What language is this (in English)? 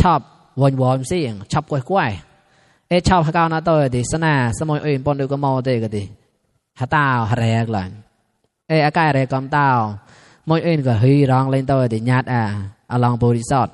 Mon